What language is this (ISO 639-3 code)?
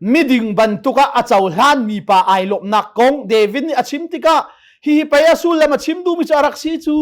cnh